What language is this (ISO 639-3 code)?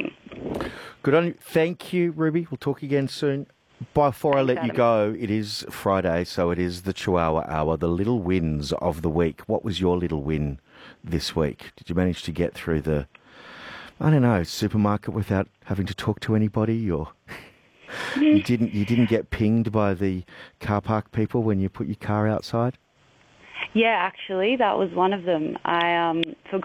eng